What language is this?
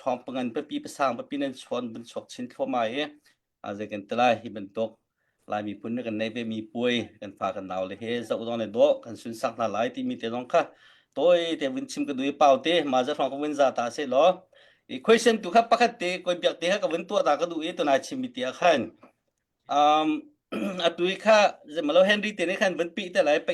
Hakha Chin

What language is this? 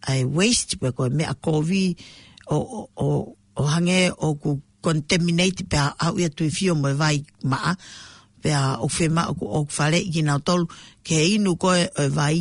Tongan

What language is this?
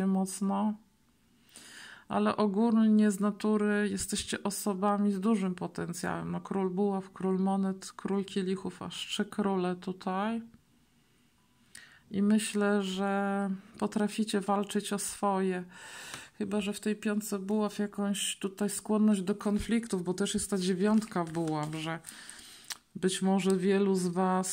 Polish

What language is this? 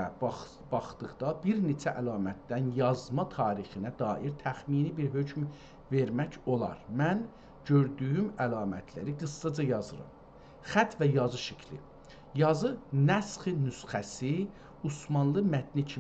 South Azerbaijani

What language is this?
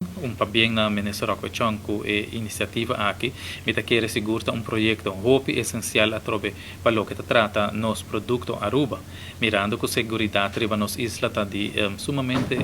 Papiamento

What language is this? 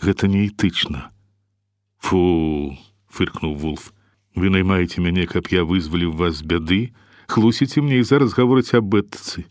Belarusian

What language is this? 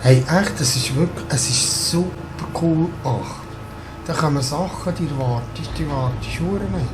Swiss German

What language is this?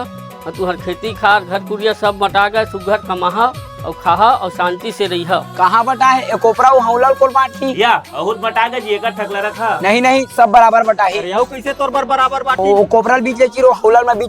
Chhattisgarhi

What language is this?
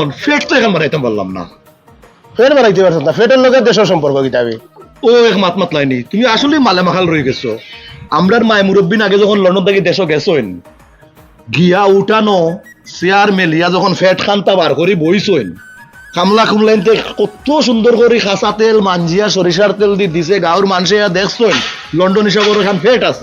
Sylheti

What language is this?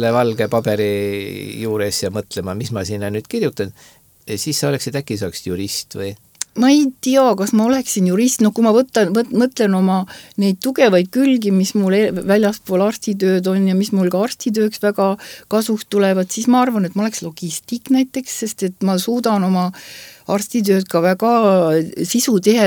Estonian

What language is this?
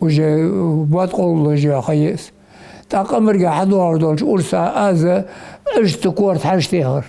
Ingush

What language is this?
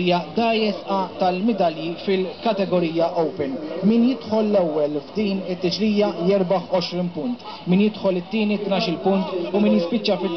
Maltese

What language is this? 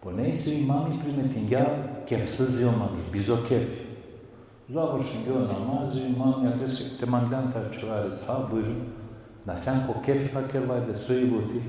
Balkan Romani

